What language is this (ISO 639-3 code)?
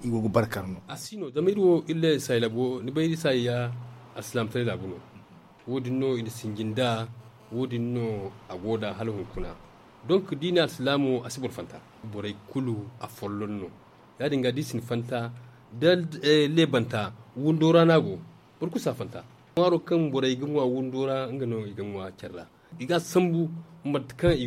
dje